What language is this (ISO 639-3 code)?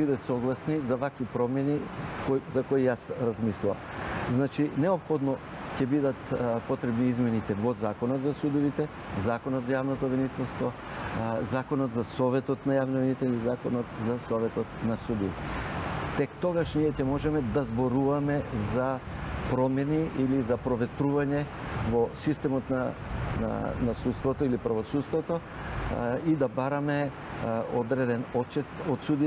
mkd